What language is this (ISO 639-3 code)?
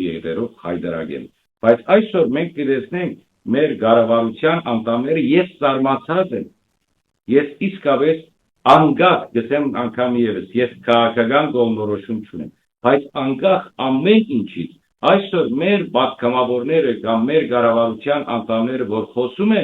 hyw